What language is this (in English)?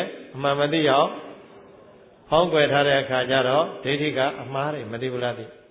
Burmese